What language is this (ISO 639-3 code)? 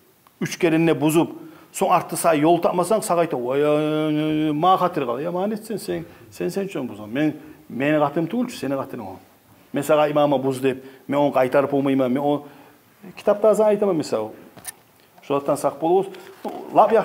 kum